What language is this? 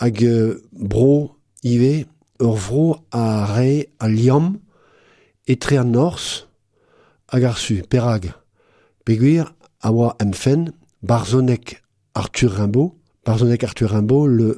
Breton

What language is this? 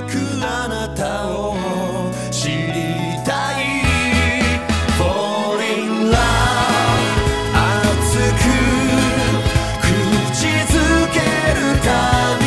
Japanese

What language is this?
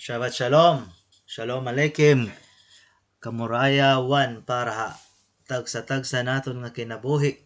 Waray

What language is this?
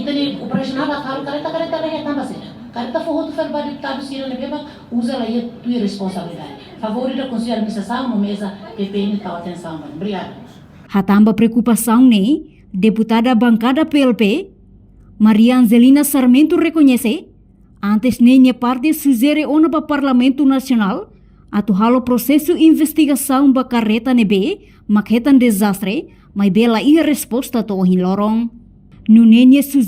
Tetum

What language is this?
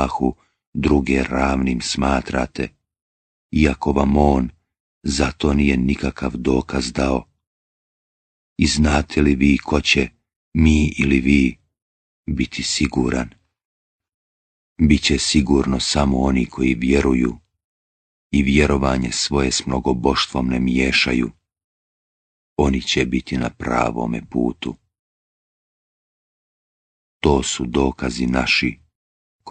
Bosnian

